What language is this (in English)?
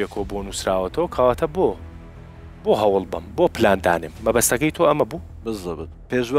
Central Kurdish